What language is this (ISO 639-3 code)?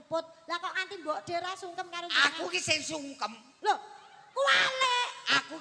jav